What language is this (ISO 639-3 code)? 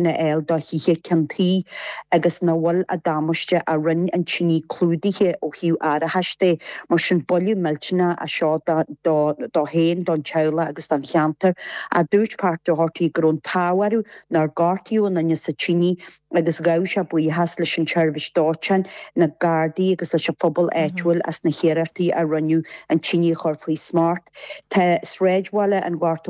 gle